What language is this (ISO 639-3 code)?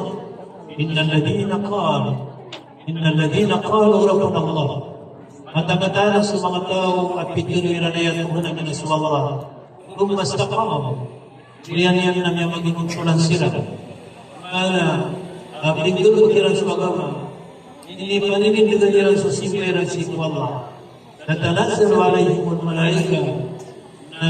mrw